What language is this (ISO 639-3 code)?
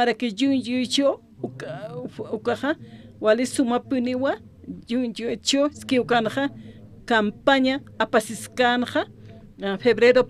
aym